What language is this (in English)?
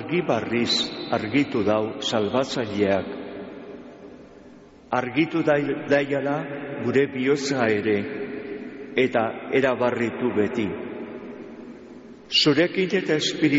Basque